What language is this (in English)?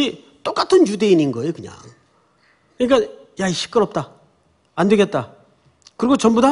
Korean